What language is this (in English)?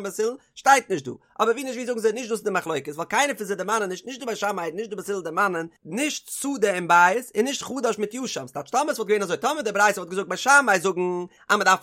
Yiddish